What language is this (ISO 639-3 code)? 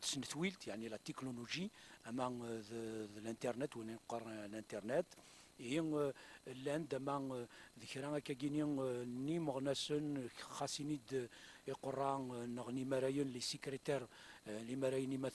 kab